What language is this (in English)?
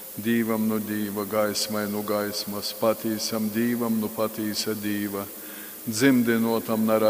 Latgalian